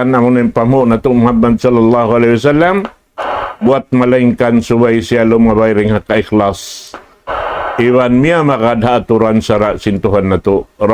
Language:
Tausug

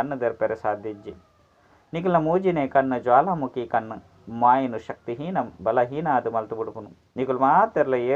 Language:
Tulu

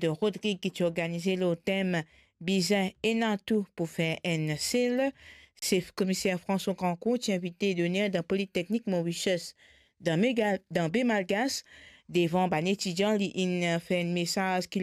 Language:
Morisyen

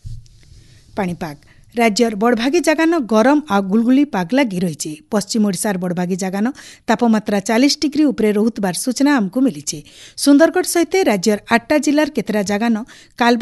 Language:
Odia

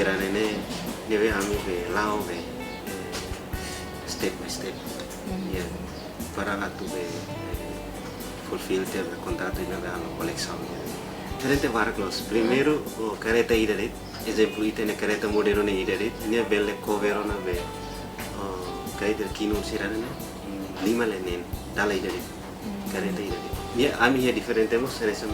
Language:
Tetum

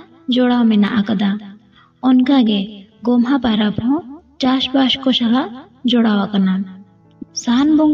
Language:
Santali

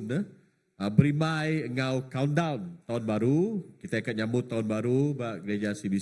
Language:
Iban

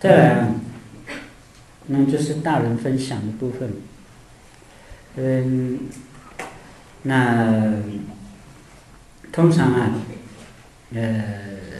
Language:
Chinese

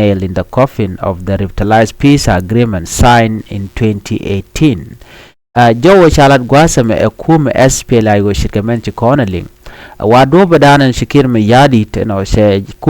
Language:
Nuer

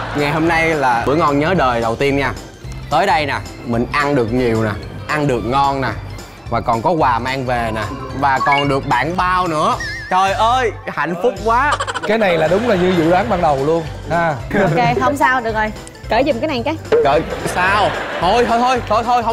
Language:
Vietnamese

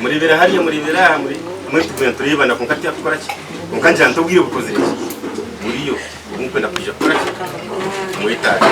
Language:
Nyankole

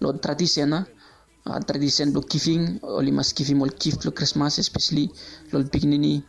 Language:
Bislama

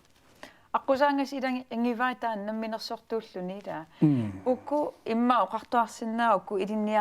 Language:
Kalaallisut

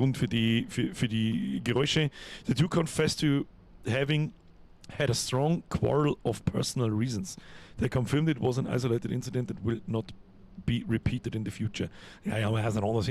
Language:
Bavarian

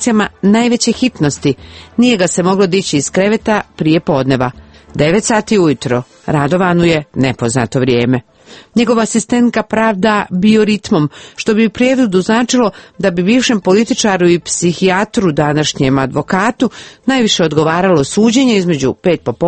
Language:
Croatian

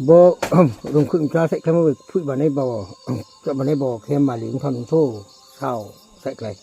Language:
Riang (India)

